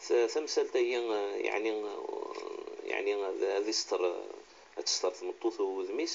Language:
Kabyle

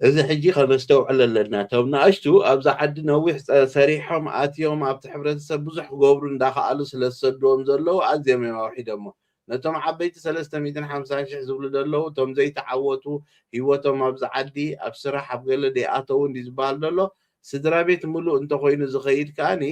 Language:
Tigrinya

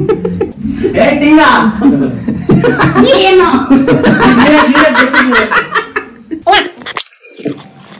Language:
Kannada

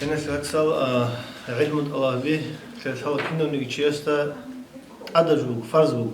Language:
Avaric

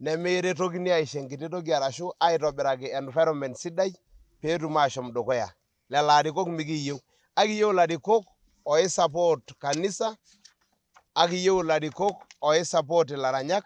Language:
Masai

